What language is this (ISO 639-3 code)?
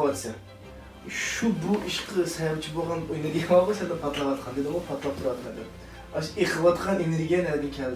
uig